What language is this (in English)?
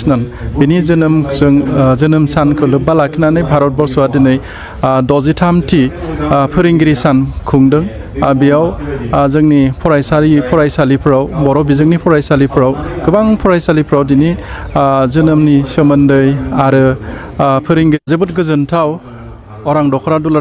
Bodo